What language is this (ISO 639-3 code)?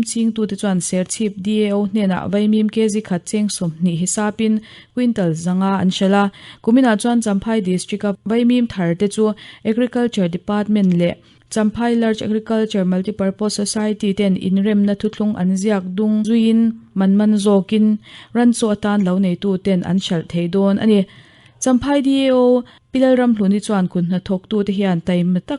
lus